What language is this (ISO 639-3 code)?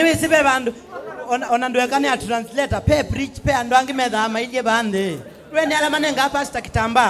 kam